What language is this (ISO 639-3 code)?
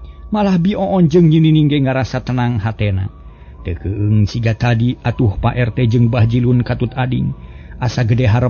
sun